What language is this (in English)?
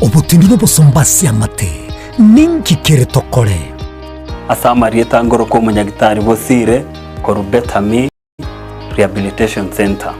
Gusii